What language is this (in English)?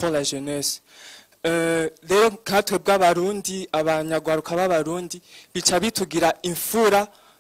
Rundi